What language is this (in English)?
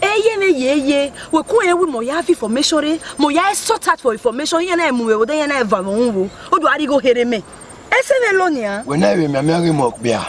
Bini